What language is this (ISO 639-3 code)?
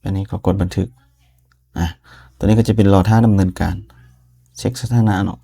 lao